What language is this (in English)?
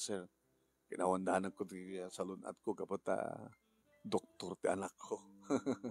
Iloko